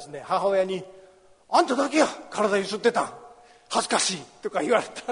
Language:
Japanese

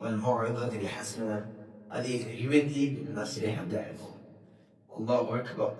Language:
Divehi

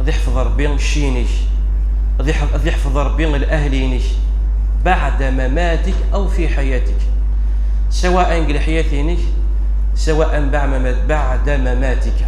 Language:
Kabyle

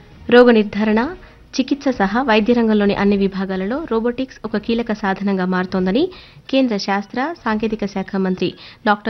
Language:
Telugu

